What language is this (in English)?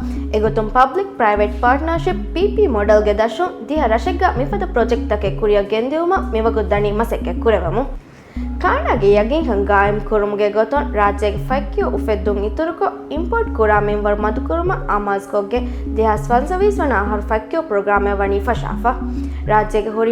Divehi